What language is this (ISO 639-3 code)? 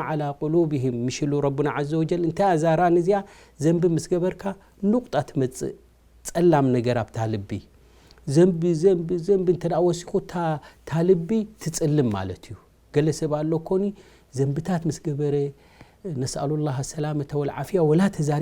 tir